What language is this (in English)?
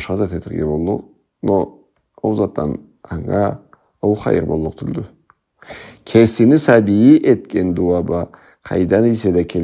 Karachay-Balkar